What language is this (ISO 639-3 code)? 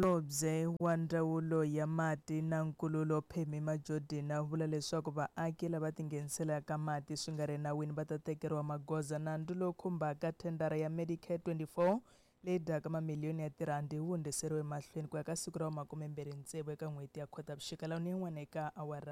tso